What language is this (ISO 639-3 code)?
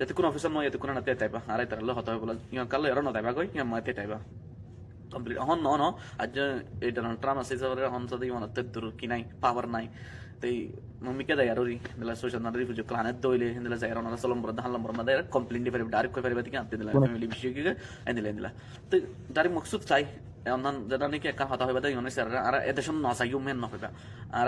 rhg